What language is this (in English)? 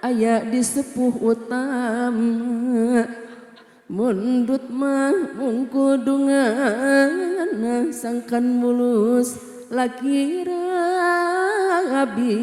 Sundanese